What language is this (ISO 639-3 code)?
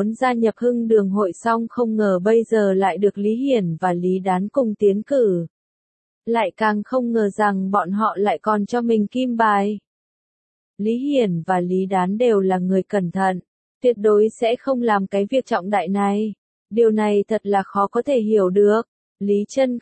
vie